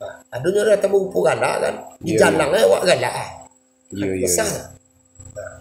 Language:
Minangkabau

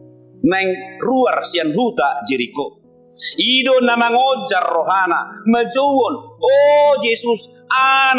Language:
Batak Toba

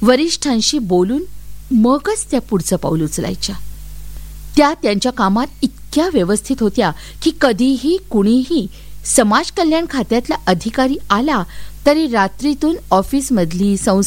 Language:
Marathi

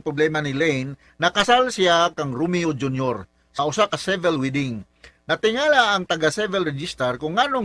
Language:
Cebuano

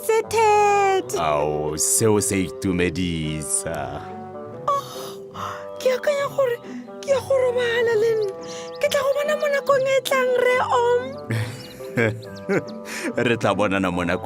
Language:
Tswana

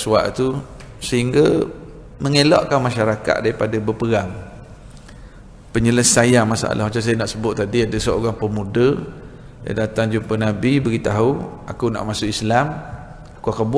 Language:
Malay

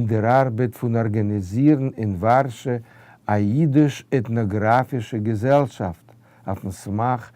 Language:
Yiddish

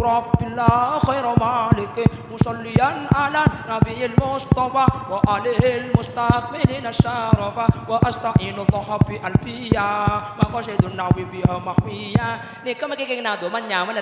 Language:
Madurese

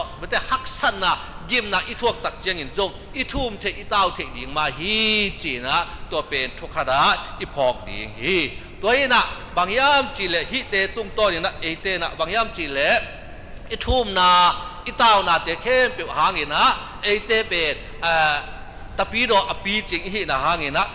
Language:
Tedim Chin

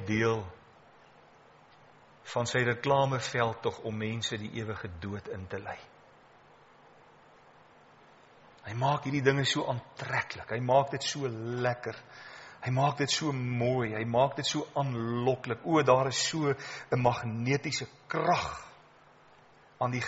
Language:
Afrikaans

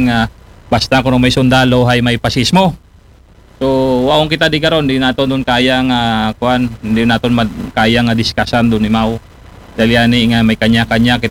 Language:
Aklanon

